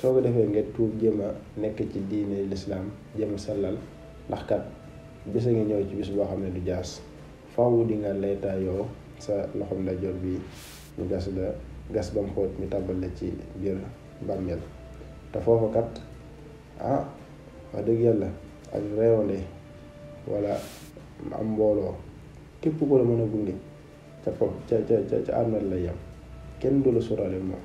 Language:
Wolof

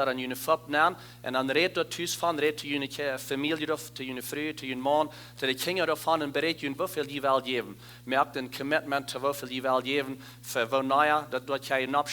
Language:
Plautdietsch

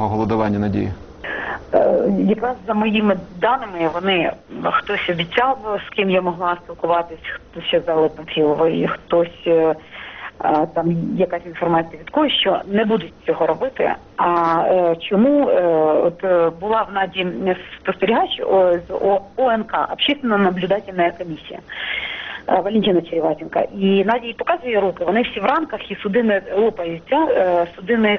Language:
Ukrainian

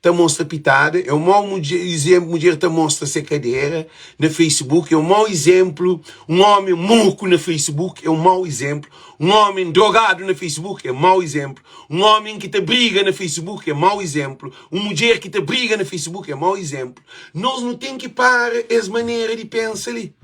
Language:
Kabuverdianu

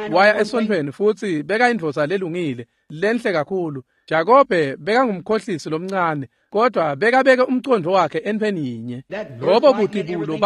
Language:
Swati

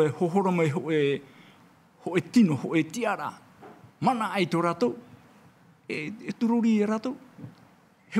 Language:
Tahitian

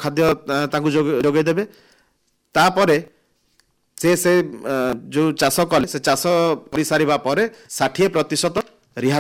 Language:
Odia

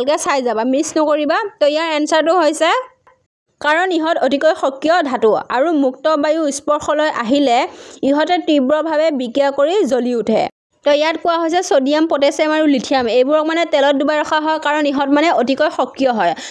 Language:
Assamese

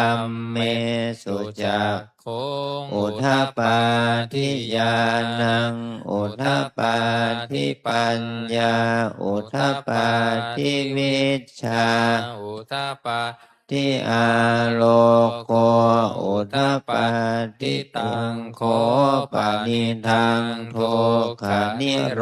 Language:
Pali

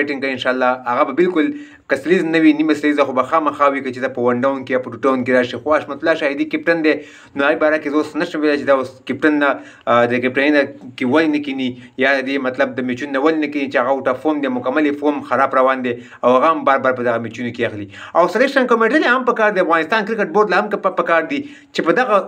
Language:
Pashto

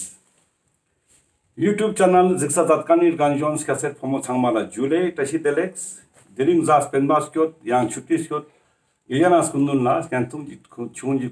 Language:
Ladakhi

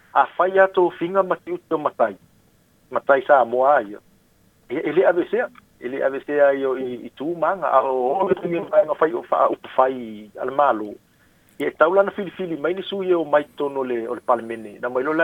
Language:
Samoan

